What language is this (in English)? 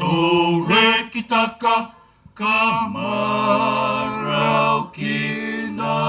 Fijian